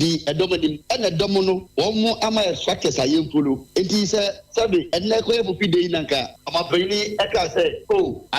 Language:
Akan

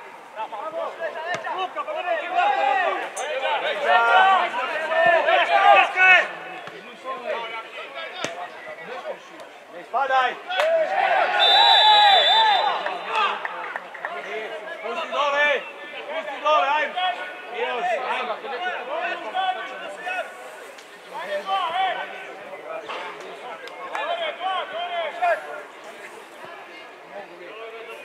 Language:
Croatian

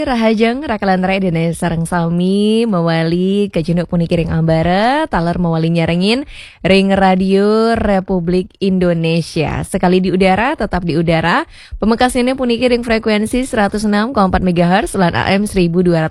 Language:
Balinese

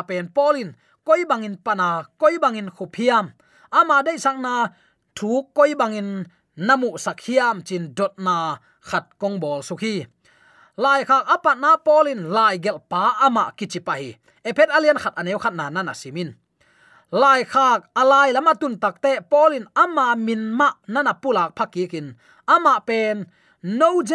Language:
Tedim Chin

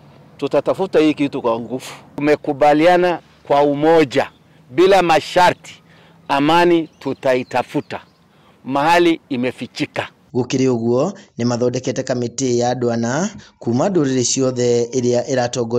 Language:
Kikuyu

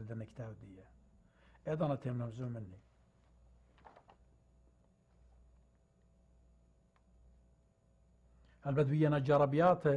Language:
Assyrian Neo-Aramaic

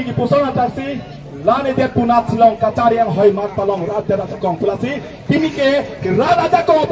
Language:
Karbi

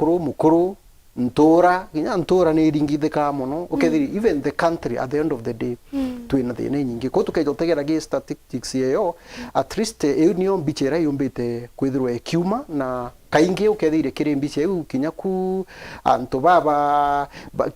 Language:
Meru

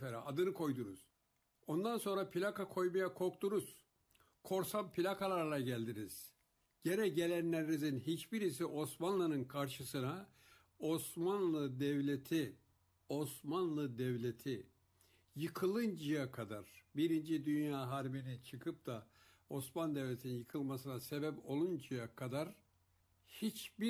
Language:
Turkish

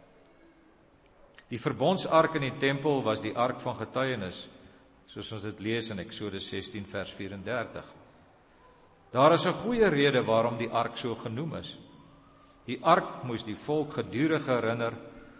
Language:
Afrikaans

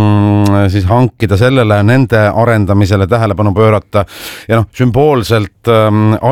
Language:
Estonian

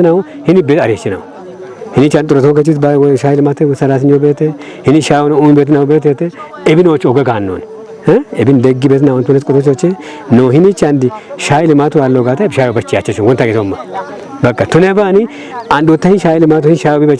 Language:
Kafa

